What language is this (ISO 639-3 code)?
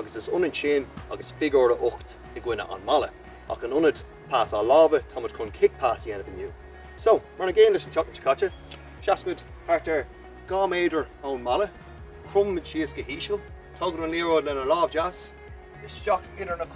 gle